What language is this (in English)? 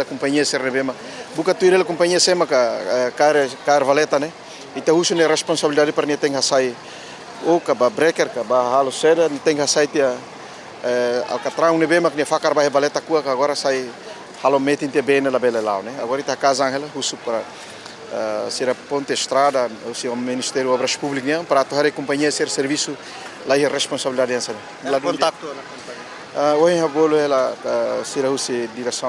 Tetum